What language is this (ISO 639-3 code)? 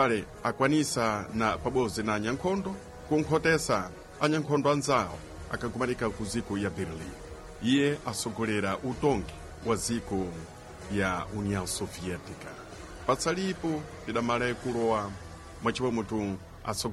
seh